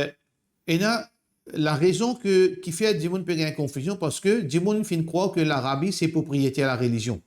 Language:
Morisyen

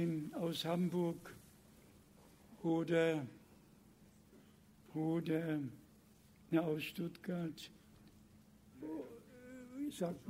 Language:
Bulgarian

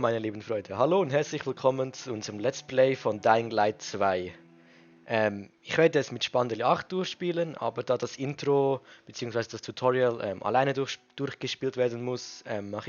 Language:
Swiss German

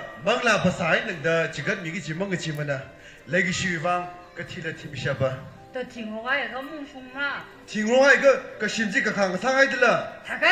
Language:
Tangkhul Naga (India)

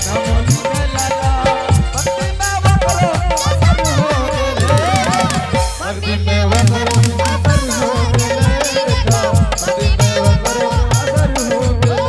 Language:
Angika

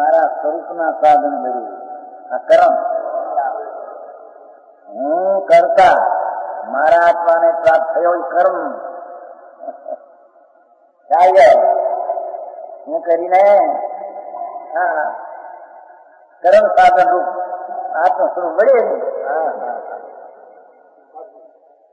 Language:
Gujarati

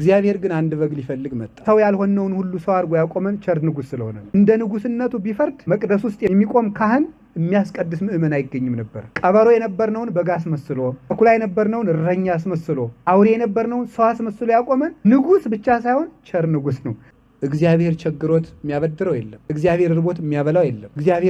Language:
Amharic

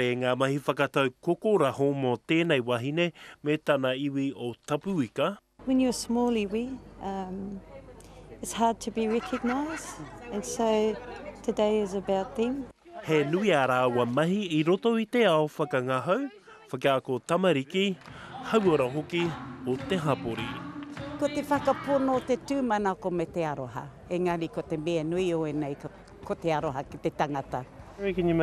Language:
Māori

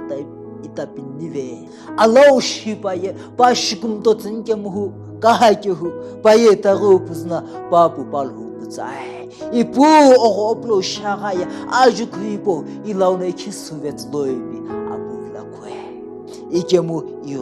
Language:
Sumi Naga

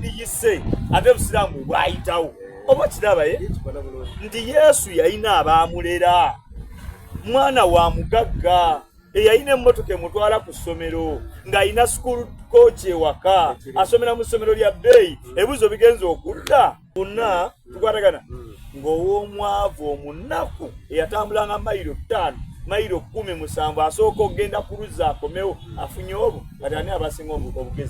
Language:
Soga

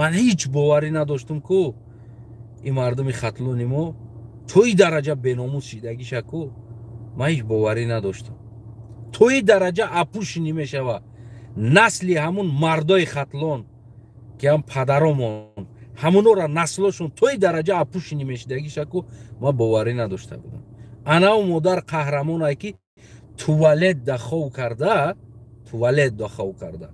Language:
Tajik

